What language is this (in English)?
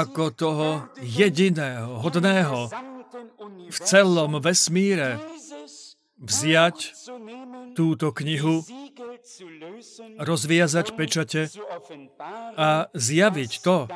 Slovak